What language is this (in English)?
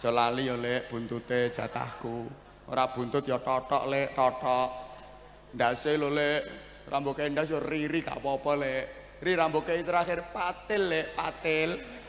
Javanese